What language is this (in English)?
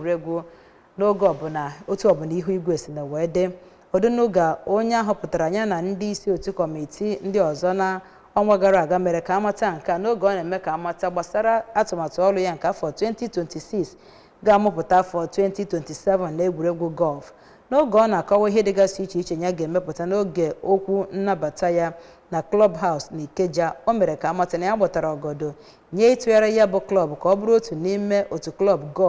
Igbo